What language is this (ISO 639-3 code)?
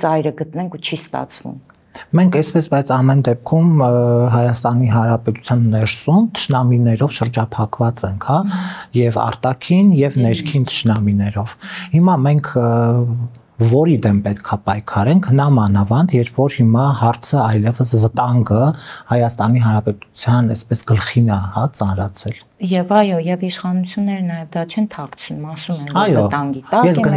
hye